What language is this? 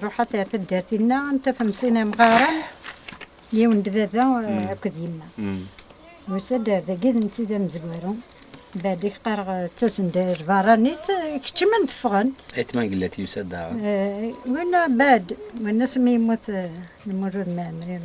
Kabyle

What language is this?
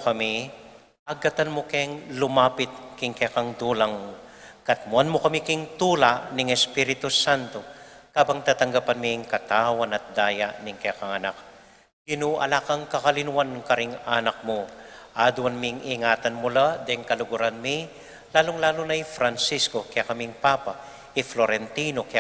Pampanga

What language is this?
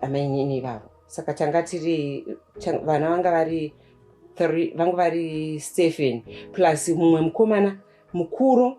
Shona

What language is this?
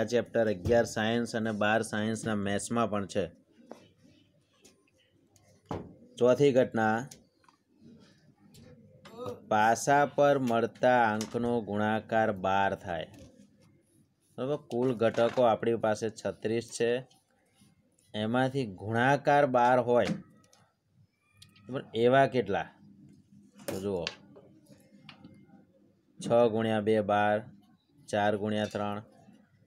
Gujarati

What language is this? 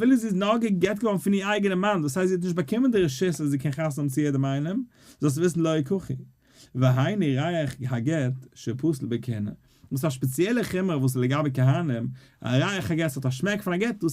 Yiddish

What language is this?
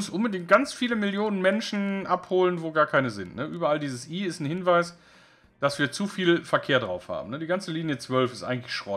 German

